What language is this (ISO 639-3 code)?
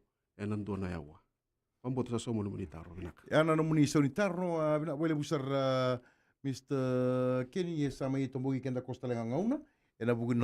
fij